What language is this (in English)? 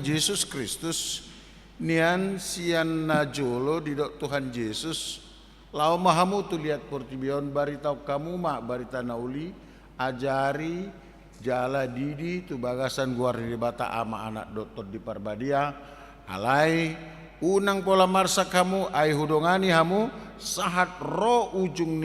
Batak Toba